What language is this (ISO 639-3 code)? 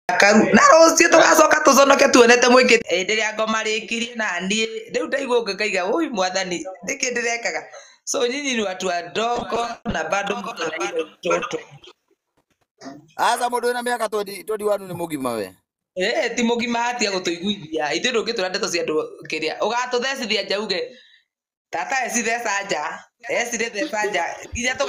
kik